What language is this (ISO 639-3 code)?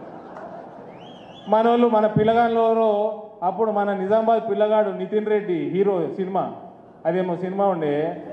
tel